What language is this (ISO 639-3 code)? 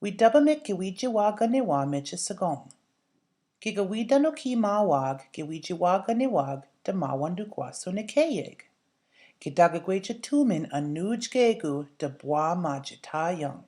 ciw